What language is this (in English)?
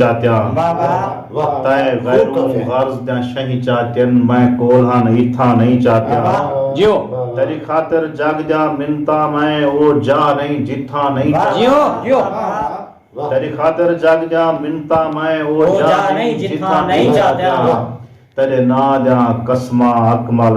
Saraiki